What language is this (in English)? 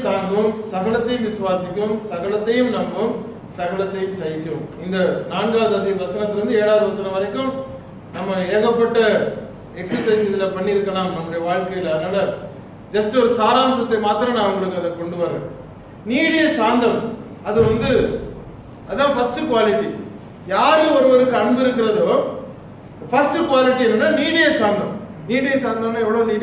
Tamil